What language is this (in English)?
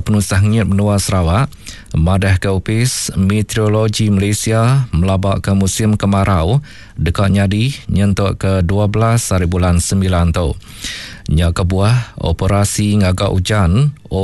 Iban